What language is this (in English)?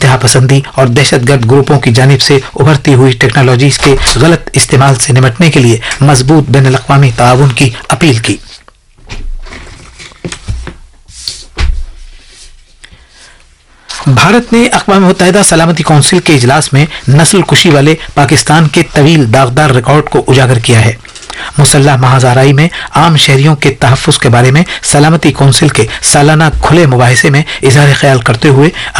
Urdu